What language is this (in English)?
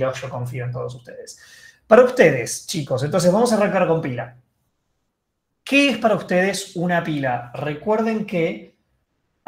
Spanish